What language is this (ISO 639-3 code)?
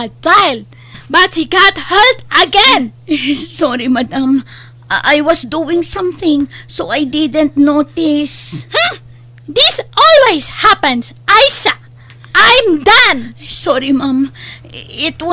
ilo